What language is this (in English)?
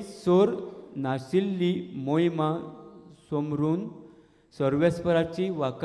Konkani